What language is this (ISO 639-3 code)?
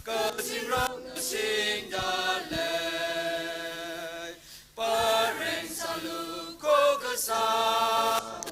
nmf